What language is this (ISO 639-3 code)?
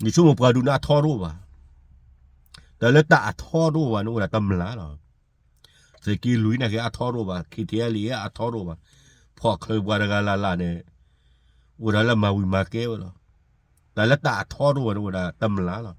ksw